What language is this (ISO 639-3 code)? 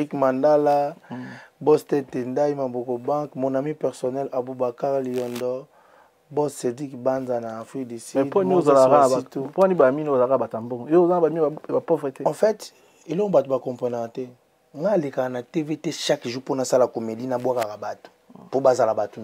lin